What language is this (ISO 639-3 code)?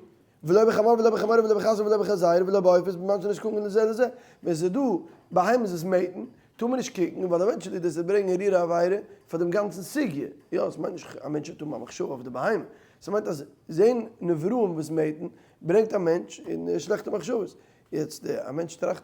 yid